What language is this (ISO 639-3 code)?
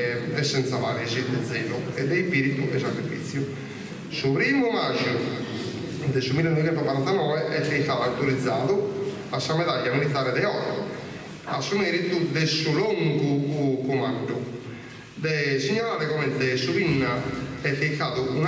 srd